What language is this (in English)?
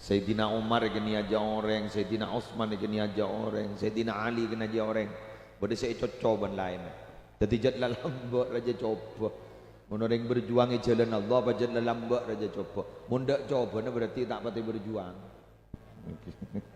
Madurese